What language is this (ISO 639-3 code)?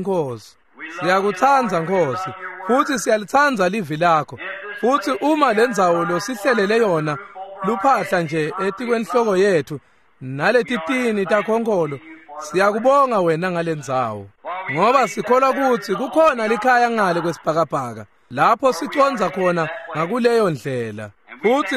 ssw